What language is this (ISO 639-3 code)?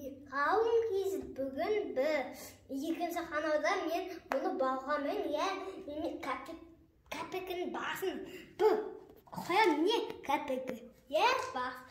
kaz